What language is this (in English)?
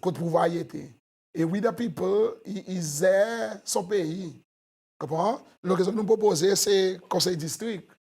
Seselwa Creole French